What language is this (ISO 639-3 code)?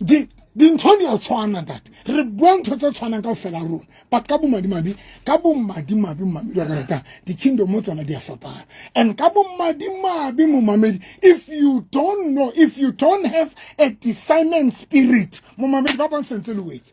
sot